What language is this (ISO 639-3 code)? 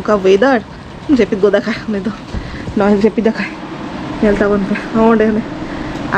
sat